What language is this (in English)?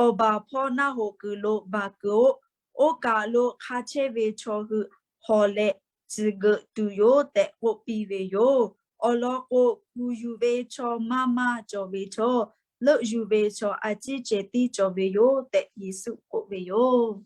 Lahu